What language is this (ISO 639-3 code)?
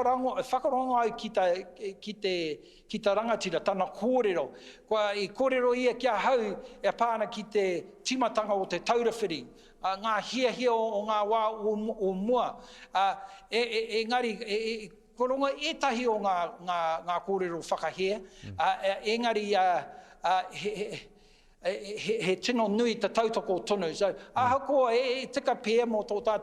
mri